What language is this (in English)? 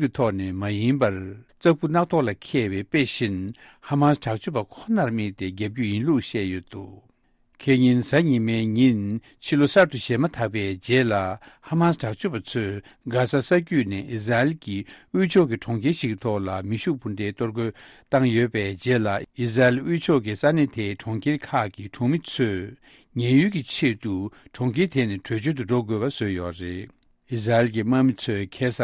Tibetan